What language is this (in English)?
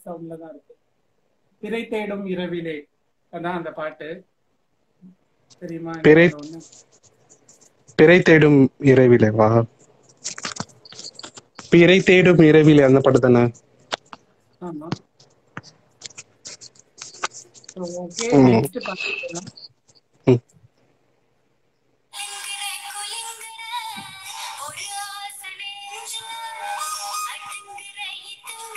Tamil